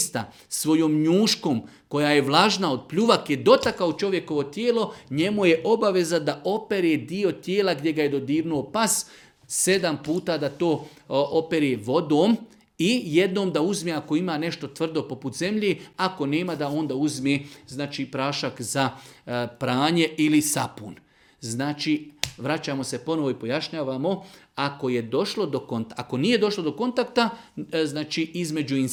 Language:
Bosnian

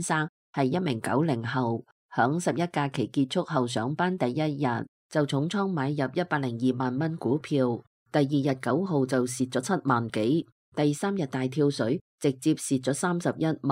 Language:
Cantonese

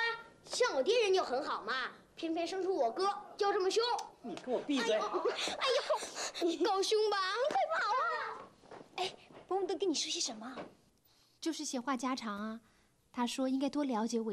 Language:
Chinese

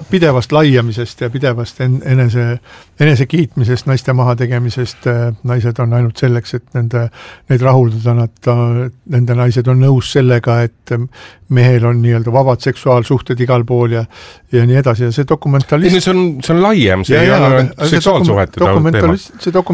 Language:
Estonian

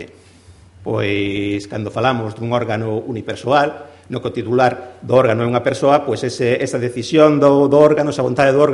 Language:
Galician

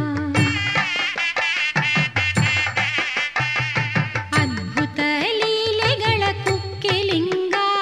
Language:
Kannada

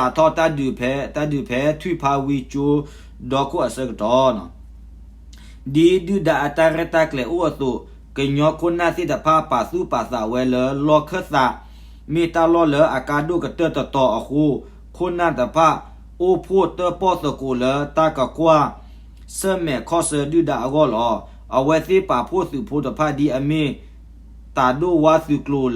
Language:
S'gaw Karen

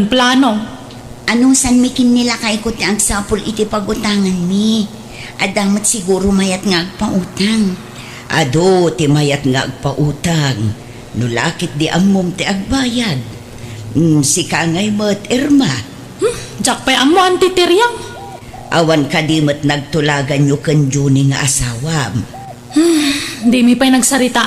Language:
Iloko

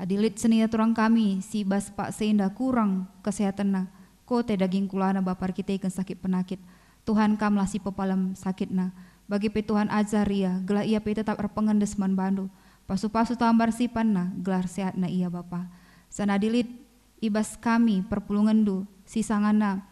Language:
Batak Karo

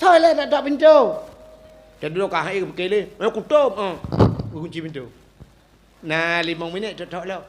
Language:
Achinese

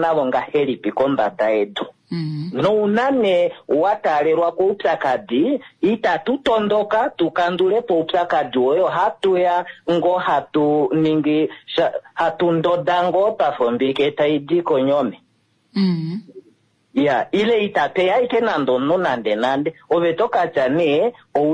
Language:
Kuanyama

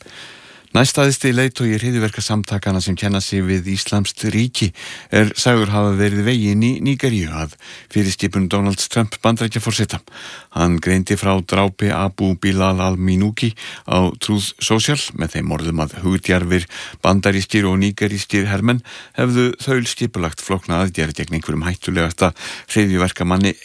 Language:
Icelandic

